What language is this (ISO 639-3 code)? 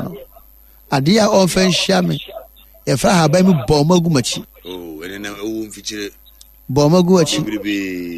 aka